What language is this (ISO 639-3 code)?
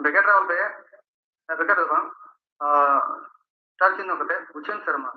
sat